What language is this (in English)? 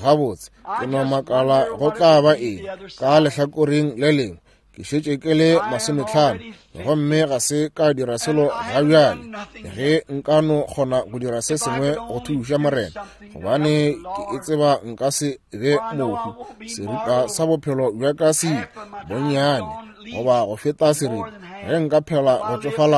Northern Sotho